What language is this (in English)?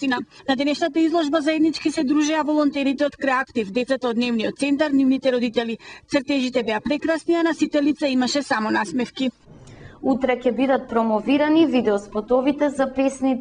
Macedonian